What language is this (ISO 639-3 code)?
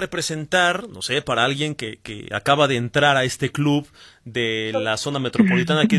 spa